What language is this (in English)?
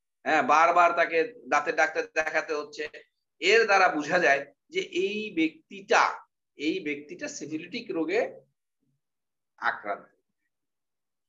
Bangla